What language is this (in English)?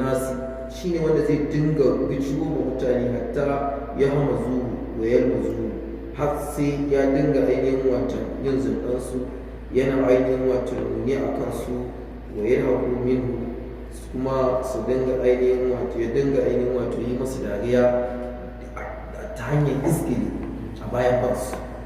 Hausa